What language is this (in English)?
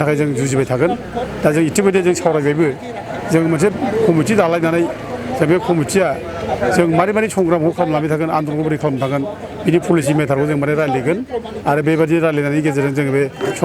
Bodo